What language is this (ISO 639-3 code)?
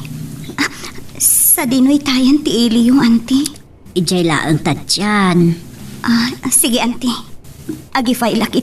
ilo